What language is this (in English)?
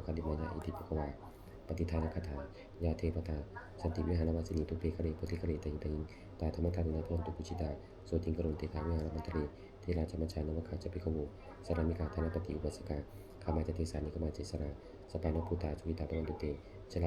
Pali